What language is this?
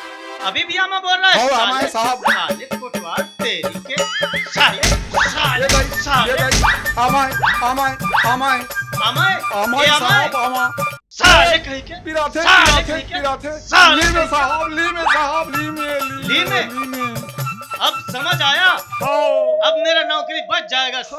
Chhattisgarhi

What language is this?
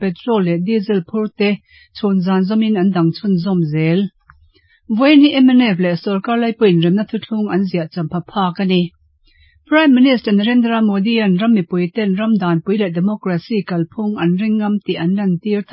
Mizo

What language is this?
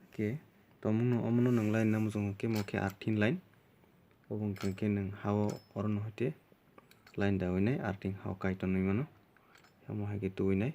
Kok Borok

